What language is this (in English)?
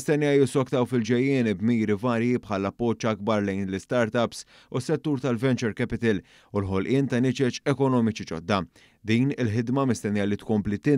Maltese